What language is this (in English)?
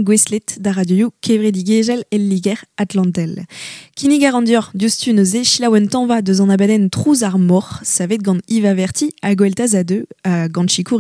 Breton